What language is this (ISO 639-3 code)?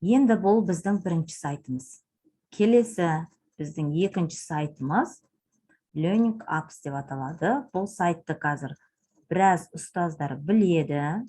kaz